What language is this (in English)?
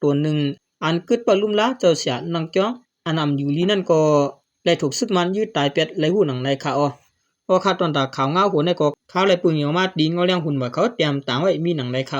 Shan